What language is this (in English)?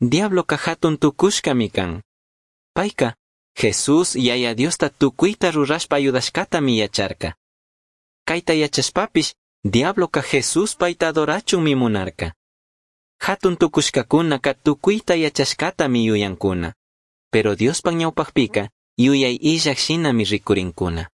Chimborazo Highland Quichua